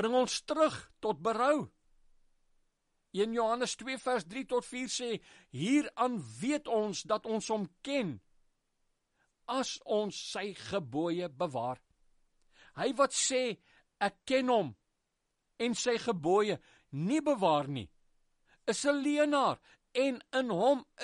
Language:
Afrikaans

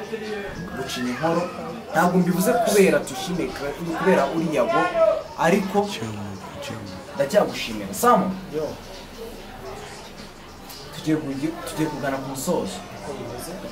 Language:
Kinyarwanda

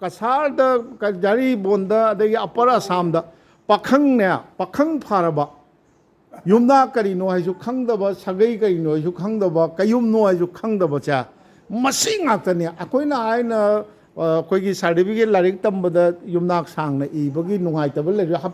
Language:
Manipuri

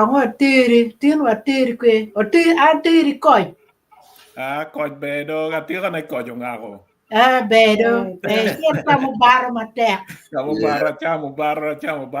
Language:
Acoli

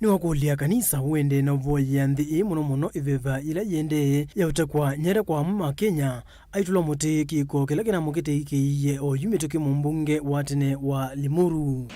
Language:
Kamba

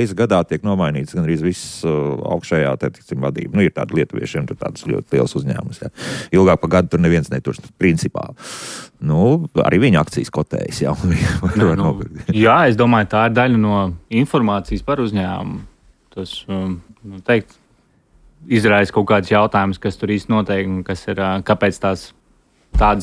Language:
Latvian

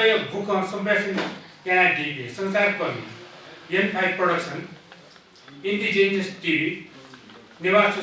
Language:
Newari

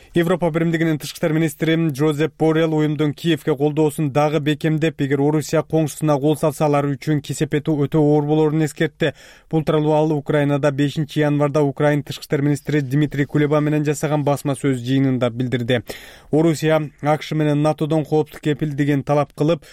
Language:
Kyrgyz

